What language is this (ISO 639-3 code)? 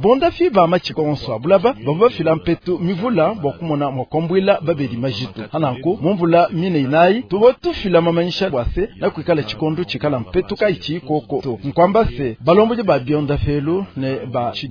lua